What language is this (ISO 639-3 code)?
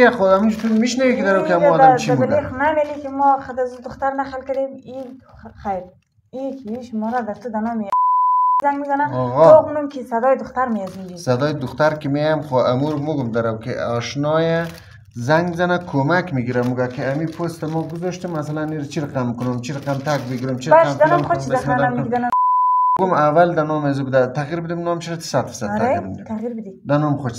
fas